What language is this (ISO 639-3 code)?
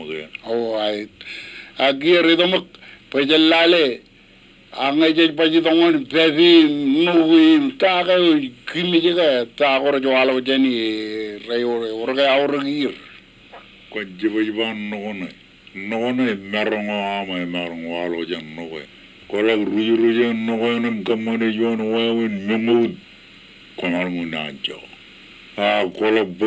mah